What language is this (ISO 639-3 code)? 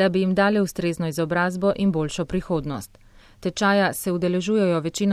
slv